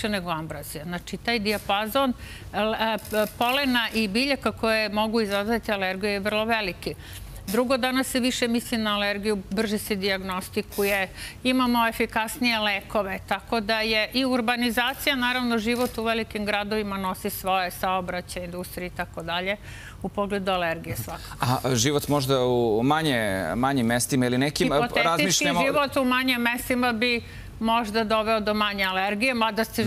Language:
Serbian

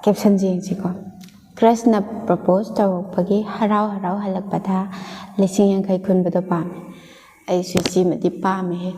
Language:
Manipuri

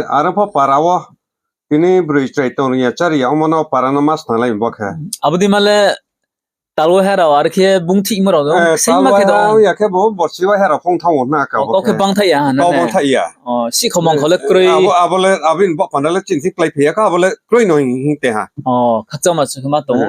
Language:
Riang (India)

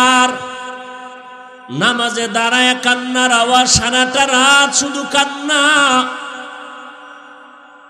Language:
Bangla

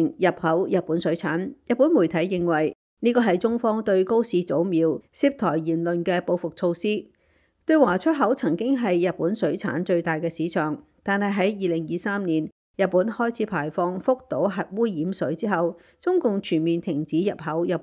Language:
Cantonese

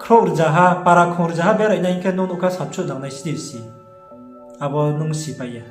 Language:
Riang (India)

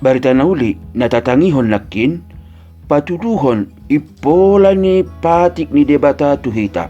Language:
Batak Toba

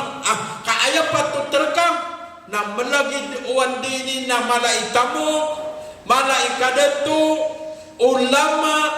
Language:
Maranao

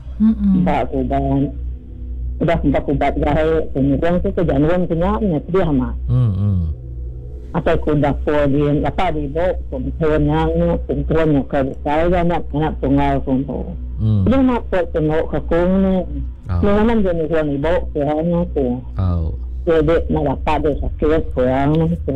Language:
Malay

